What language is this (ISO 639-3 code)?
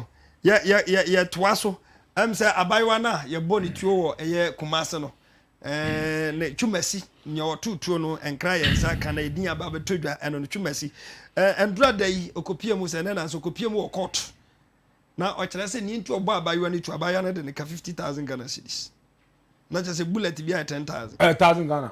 aka